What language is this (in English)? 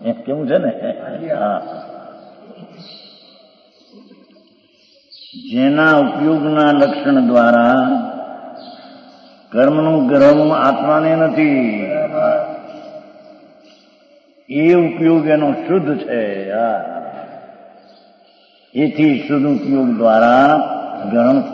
Gujarati